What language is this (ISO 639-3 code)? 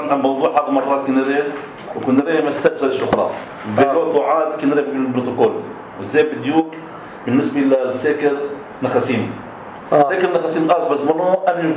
apc